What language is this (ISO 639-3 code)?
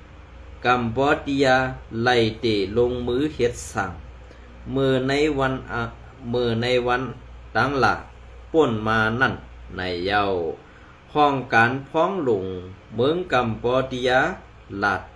shn